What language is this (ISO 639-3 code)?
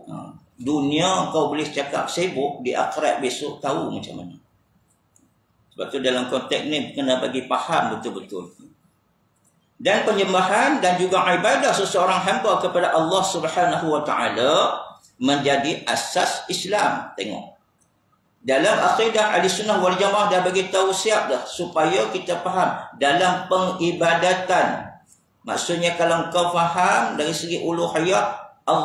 msa